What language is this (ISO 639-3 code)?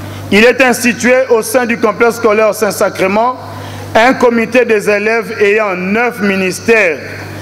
fra